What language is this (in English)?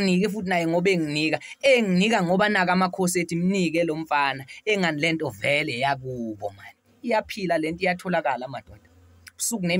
Zulu